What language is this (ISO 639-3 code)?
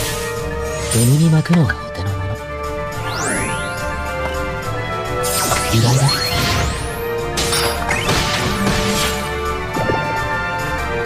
jpn